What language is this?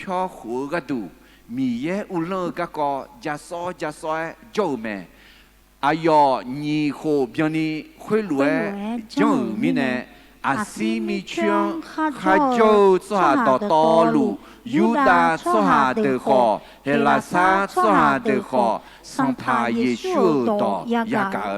Akha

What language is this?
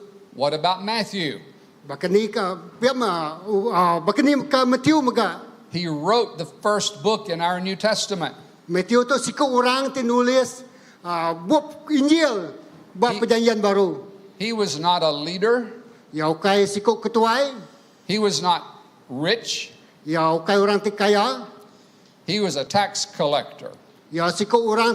Iban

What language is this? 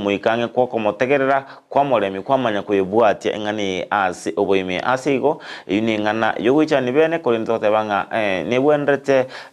Gusii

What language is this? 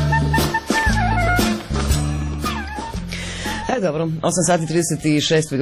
Croatian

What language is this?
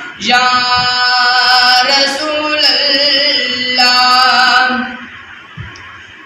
Urdu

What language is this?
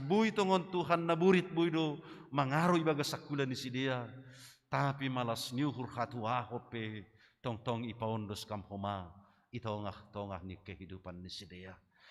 Batak Simalungun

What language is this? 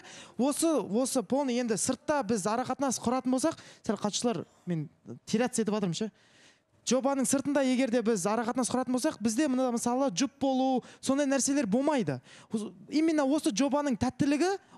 Kazakh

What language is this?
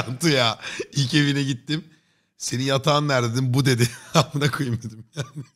Turkish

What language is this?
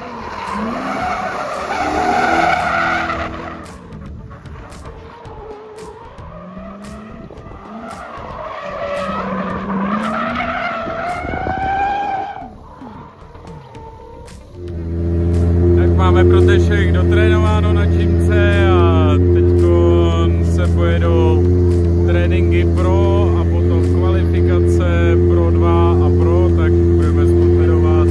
Czech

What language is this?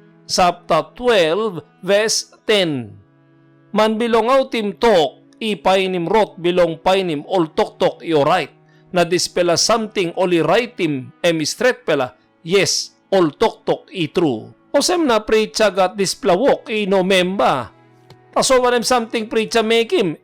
Tok Pisin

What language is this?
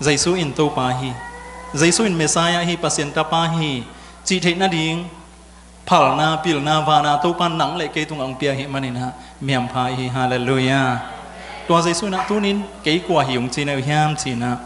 Tedim Chin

